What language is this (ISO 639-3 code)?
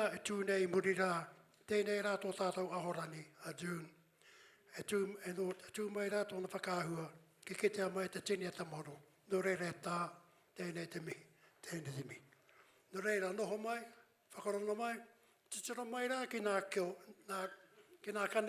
mri